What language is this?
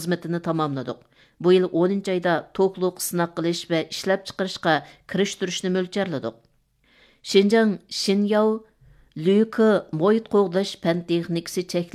Uyghur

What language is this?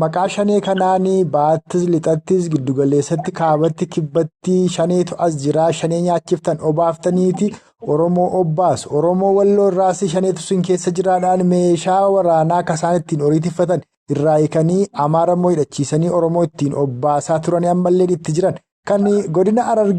Oromo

